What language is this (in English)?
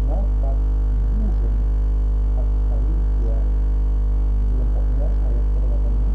Batak Toba